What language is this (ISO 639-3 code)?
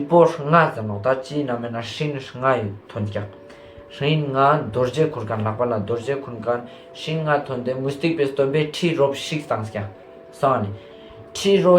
lbj